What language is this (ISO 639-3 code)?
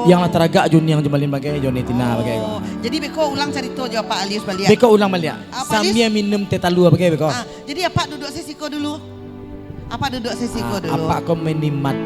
min